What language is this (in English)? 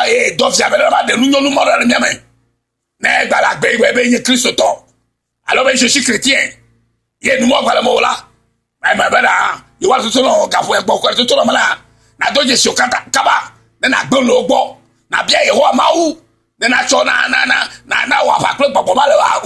Ewe